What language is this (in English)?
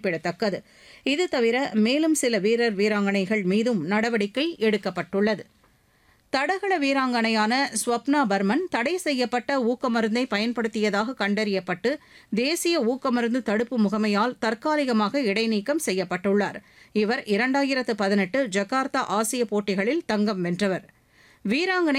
Tamil